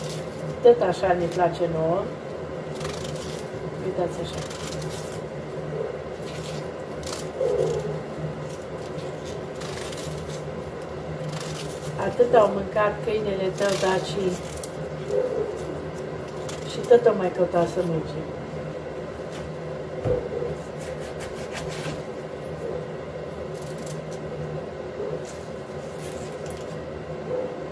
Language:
Romanian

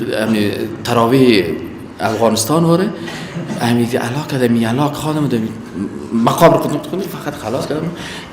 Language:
Persian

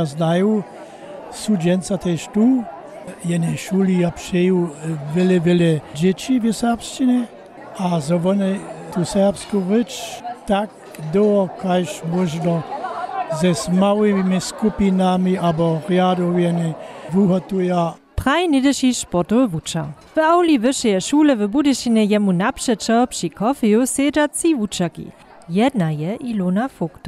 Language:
Upper Sorbian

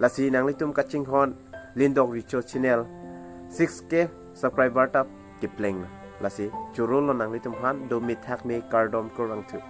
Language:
Karbi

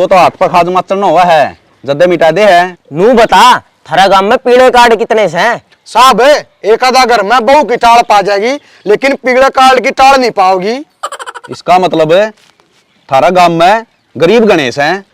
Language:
Haryanvi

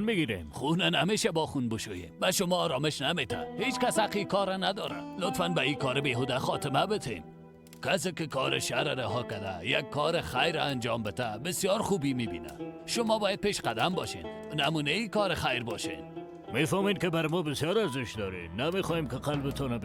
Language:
Persian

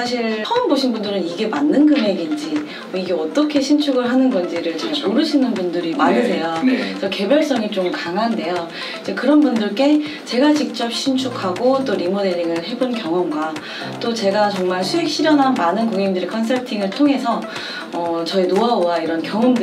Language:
Korean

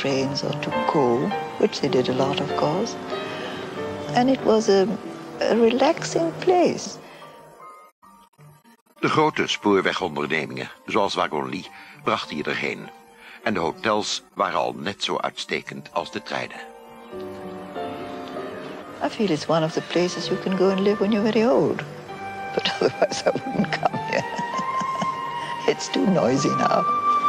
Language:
Dutch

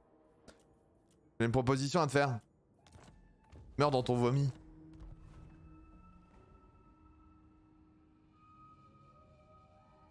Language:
French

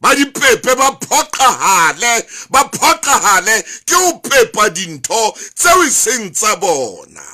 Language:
Southern Sotho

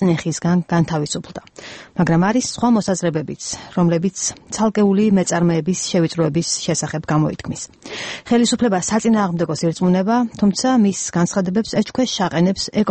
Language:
Georgian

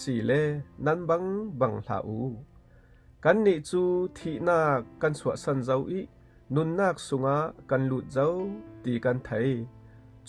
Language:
Falam Chin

